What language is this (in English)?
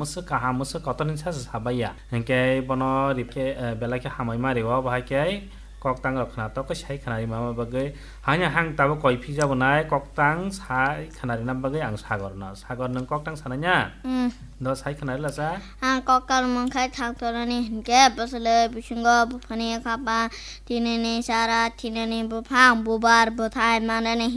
Kok Borok